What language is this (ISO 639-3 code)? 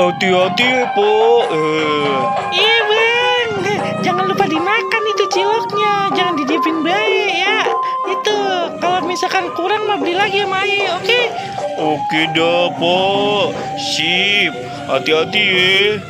bew